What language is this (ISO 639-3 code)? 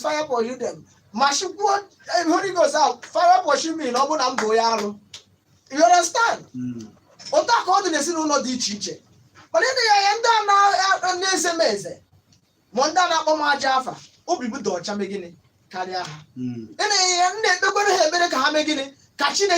ibo